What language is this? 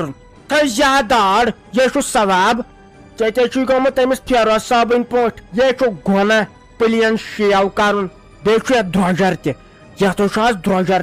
Kashmiri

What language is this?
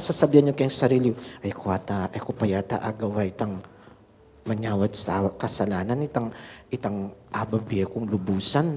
Pampanga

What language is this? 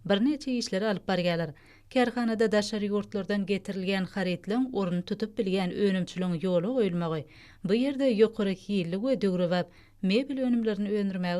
Turkmen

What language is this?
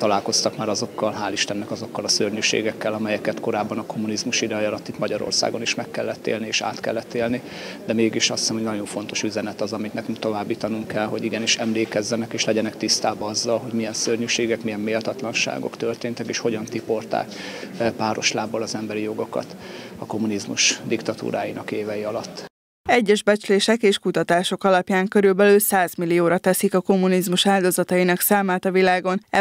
Hungarian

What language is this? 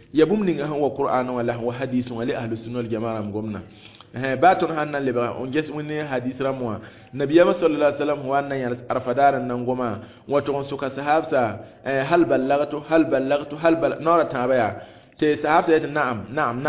Mossi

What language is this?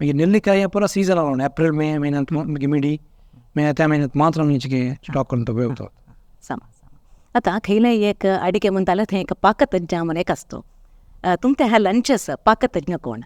Konkani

